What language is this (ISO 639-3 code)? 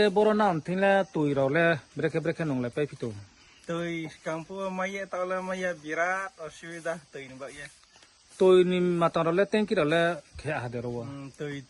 ria